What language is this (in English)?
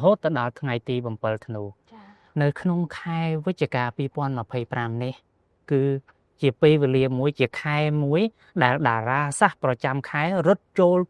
Khmer